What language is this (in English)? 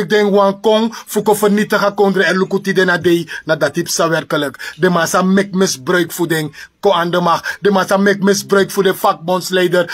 Sranan Tongo